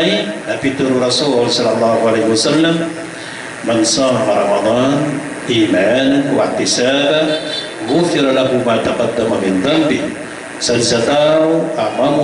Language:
Maranao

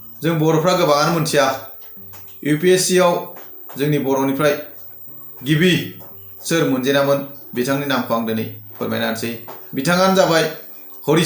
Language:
Bodo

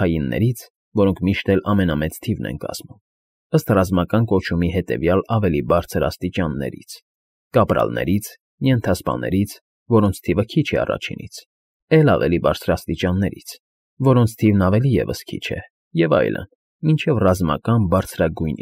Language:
Armenian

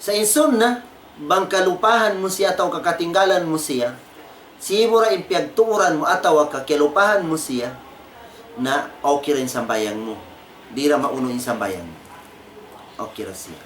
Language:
Tausug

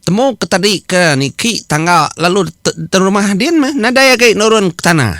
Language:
Iban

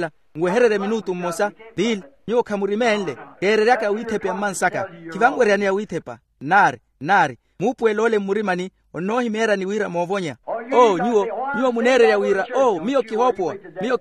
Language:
Makhuwa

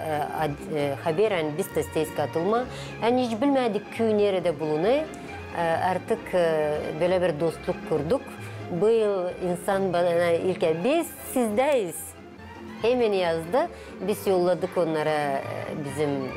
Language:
Gagauz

